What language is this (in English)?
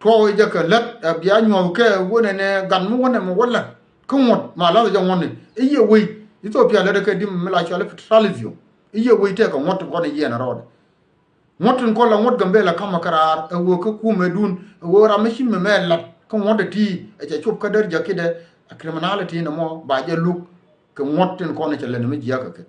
Nuer